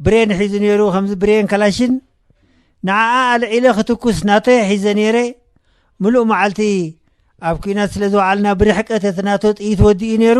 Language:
Tigrinya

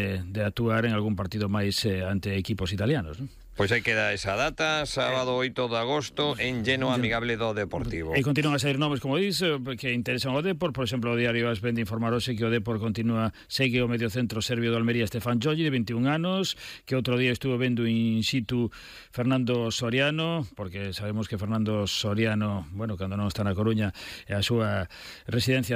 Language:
Galician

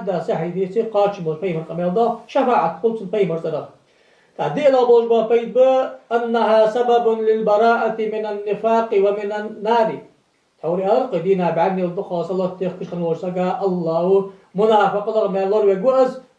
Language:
Ingush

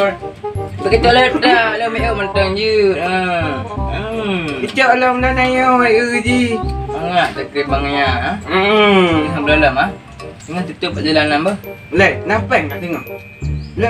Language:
Achinese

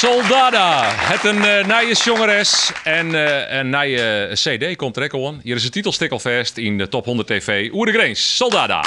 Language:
Western Frisian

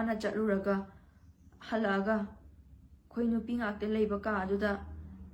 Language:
Manipuri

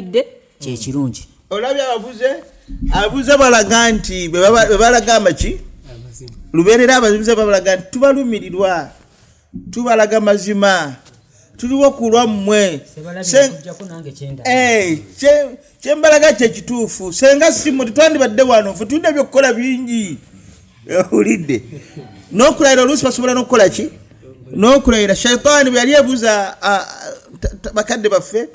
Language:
Ganda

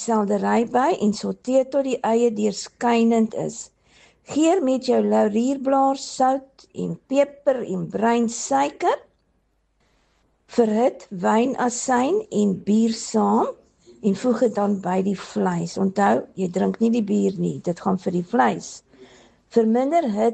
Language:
Afrikaans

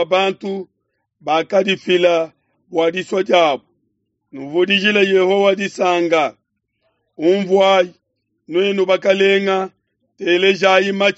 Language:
Luba-Lulua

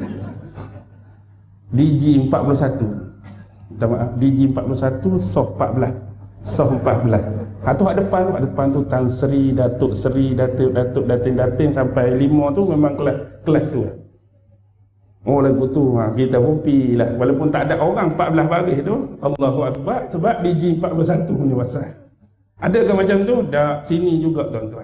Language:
Malay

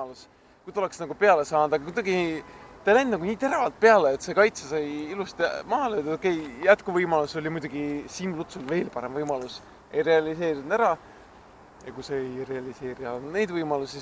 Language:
Estonian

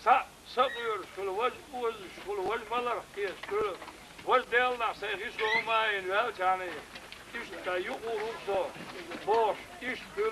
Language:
Chechen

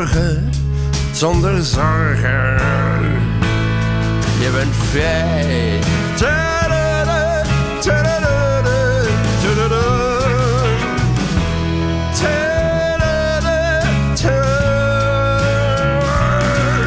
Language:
Dutch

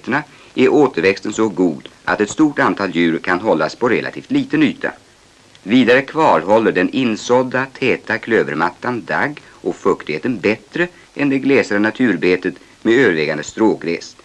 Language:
Swedish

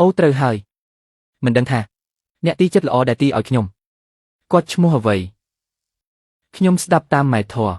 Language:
Khmer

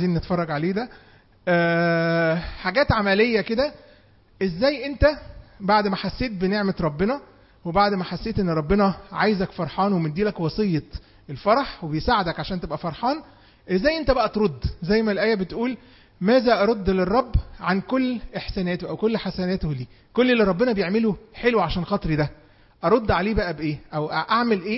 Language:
Egyptian Arabic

